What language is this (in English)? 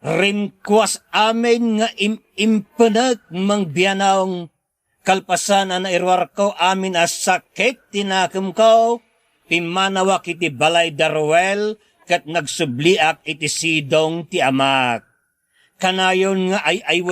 Iloko